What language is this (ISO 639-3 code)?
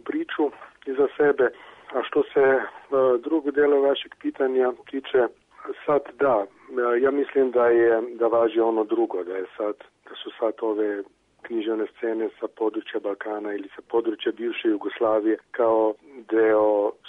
srp